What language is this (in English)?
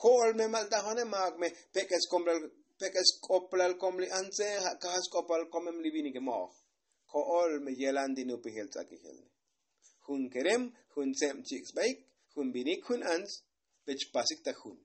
Tzotzil